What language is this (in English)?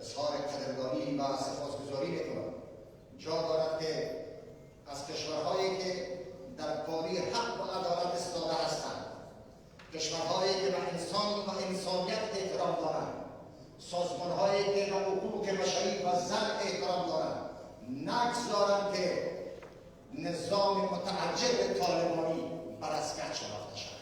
Persian